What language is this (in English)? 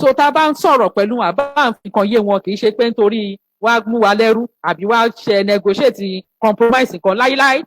Yoruba